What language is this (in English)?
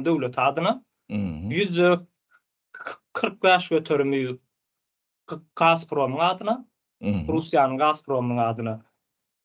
Turkmen